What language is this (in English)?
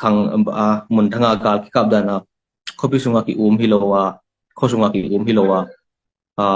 Tedim Chin